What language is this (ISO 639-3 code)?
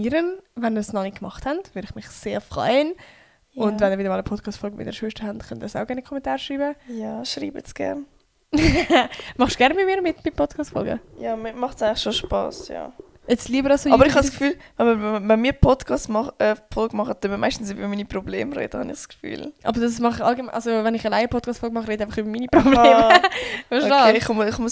gsw